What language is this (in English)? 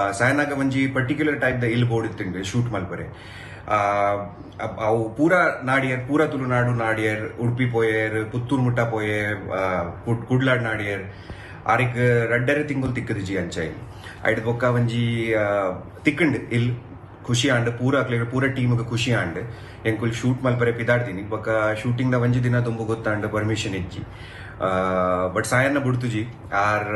Tulu